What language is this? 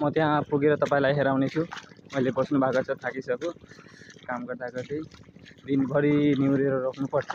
Nepali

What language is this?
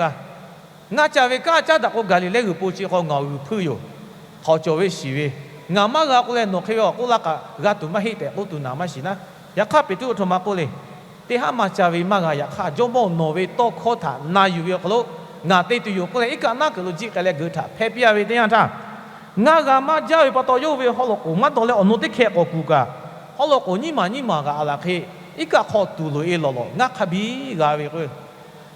Lahu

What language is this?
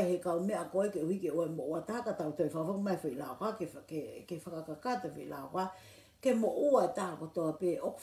Tongan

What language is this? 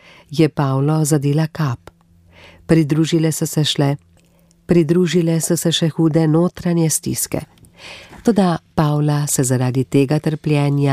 Slovenian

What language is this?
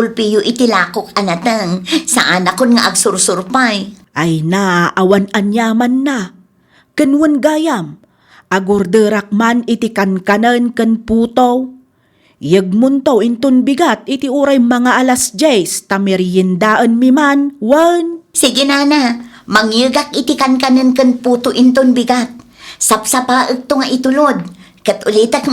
Iloko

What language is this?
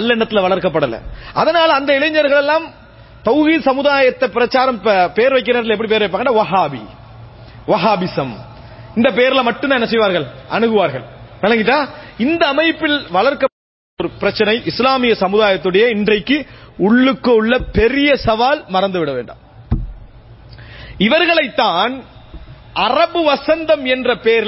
Tamil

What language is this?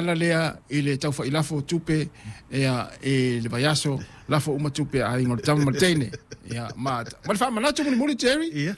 Samoan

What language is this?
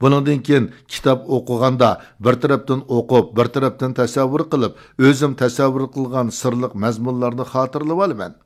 Uyghur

